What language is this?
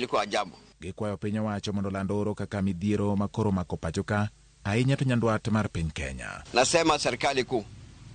Luo (Kenya and Tanzania)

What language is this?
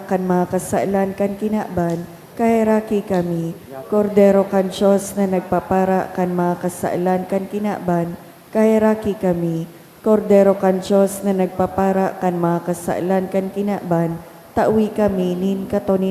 Bikol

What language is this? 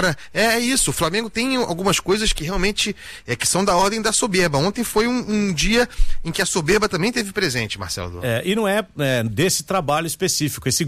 Portuguese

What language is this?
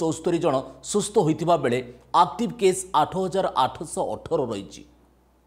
Odia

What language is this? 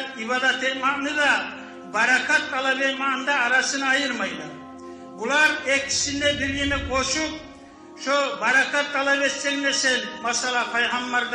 Kumyk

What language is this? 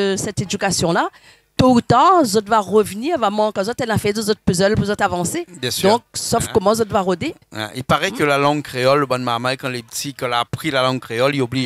Réunion Creole French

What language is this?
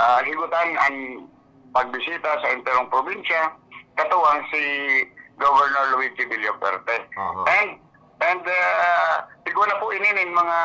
Bikol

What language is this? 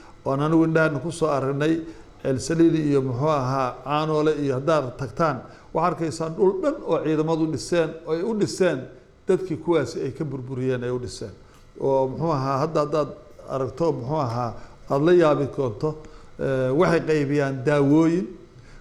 Somali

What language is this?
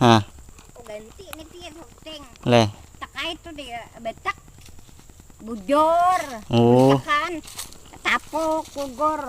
Banjar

